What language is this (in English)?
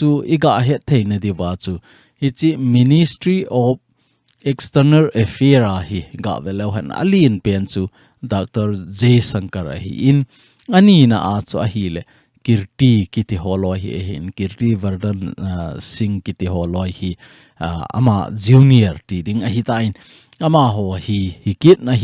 Thado Chin